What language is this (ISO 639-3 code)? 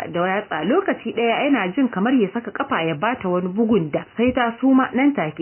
hau